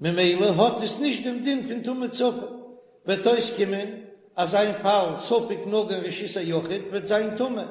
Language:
Yiddish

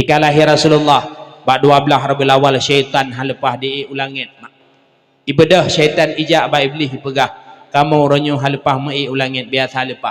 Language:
Achinese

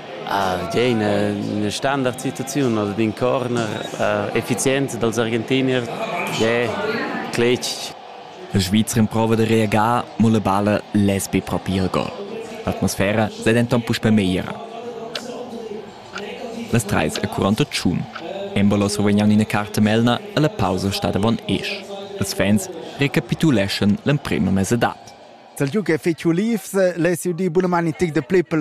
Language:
Romansh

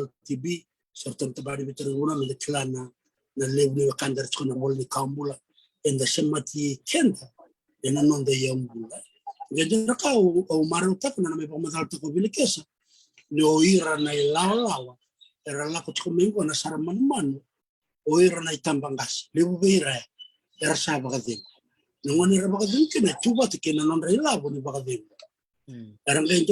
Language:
Fijian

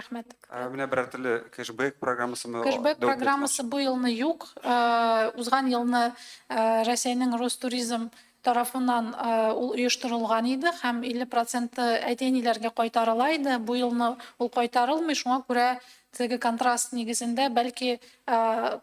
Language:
Tatar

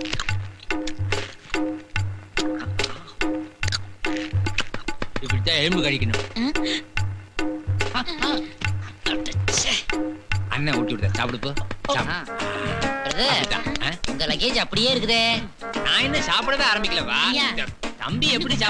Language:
Tamil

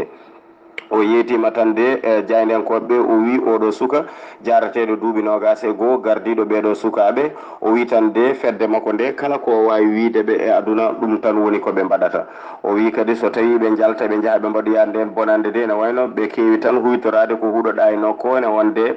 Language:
Fula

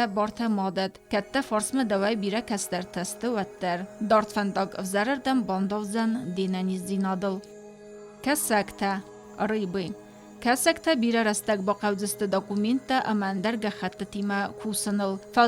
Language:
Ossetic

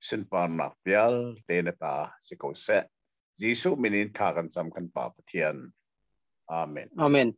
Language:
Hakha Chin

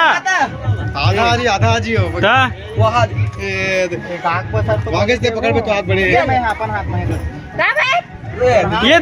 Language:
Chhattisgarhi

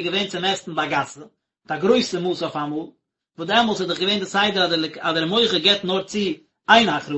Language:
Yiddish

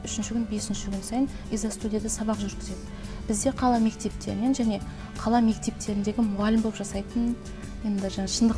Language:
Kazakh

